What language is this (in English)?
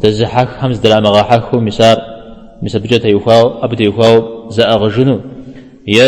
Kabardian